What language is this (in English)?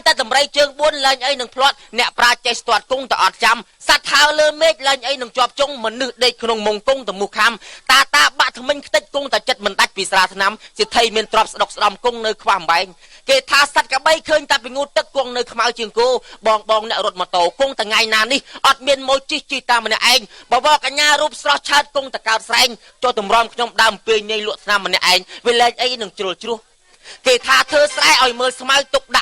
Khmer